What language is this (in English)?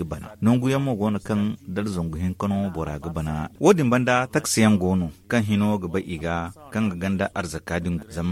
Zarma